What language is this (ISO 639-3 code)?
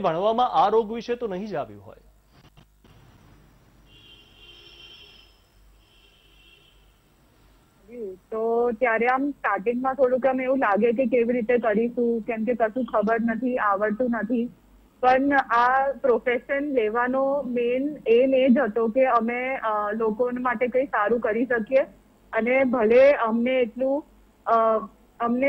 guj